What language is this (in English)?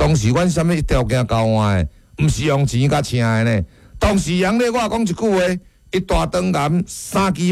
Min Nan Chinese